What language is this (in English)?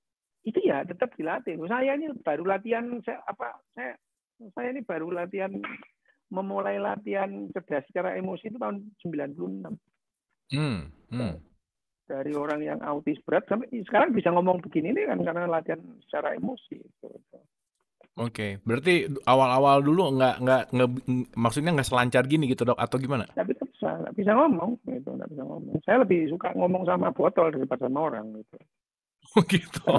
Indonesian